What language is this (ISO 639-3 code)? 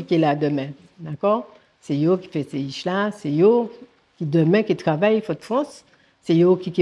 gcf